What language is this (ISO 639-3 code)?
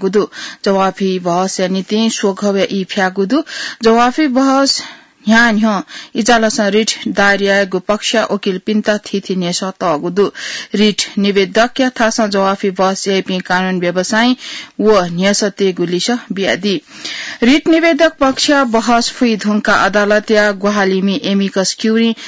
new